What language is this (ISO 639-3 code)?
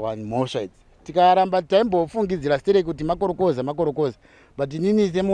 sna